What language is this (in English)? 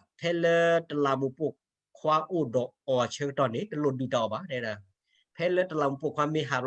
S'gaw Karen